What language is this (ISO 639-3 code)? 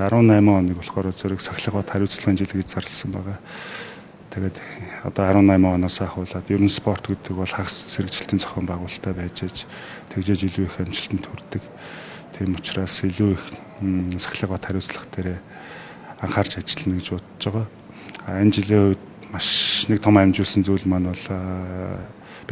mon